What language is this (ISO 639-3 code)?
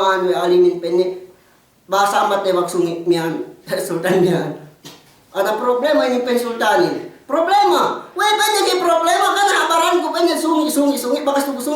yka